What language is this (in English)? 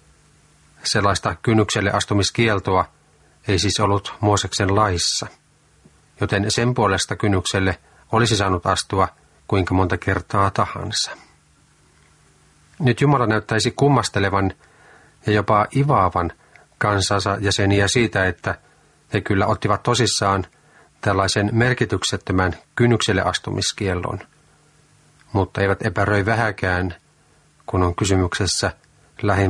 Finnish